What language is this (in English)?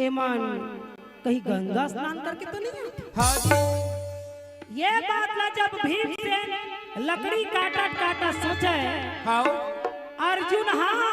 Chhattisgarhi